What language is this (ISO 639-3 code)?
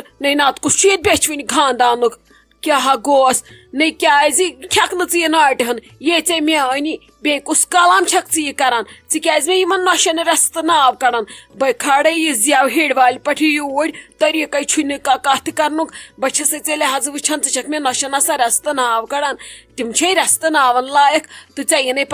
kas